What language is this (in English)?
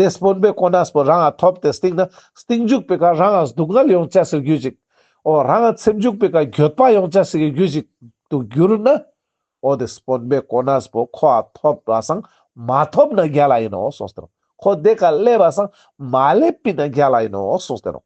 Ladakhi